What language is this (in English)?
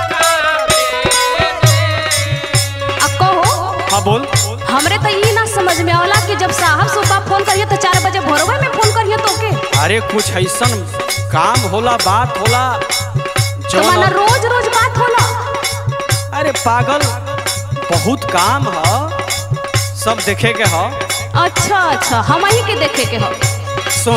Bhojpuri